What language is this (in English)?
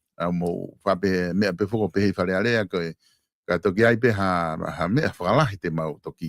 Tongan